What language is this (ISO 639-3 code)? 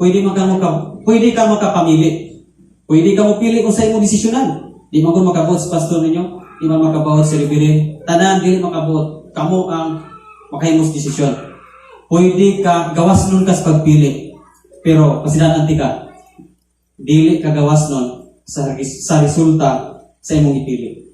ceb